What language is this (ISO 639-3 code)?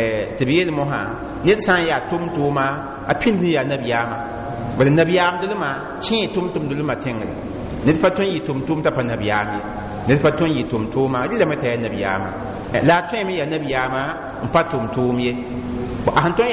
mos